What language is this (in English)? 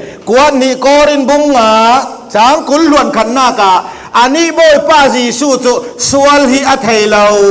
Falam Chin